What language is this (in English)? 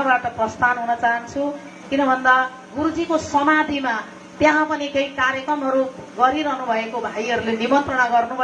Nepali